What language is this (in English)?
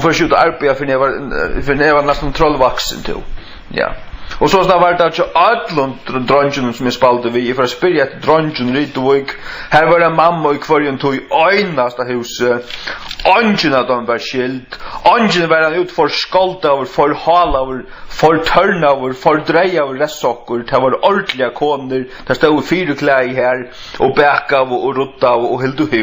Faroese